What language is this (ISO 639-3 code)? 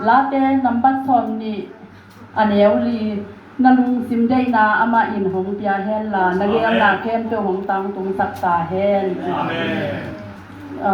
ctd